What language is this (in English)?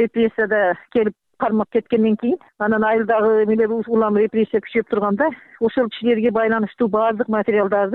Kyrgyz